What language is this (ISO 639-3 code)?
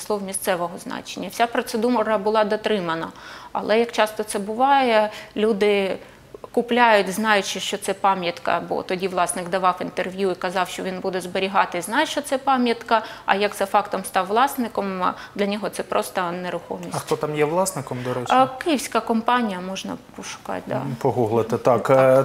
ukr